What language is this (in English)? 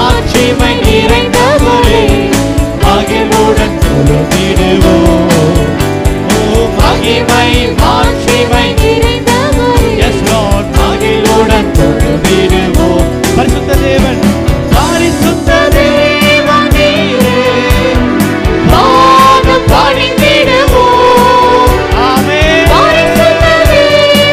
Tamil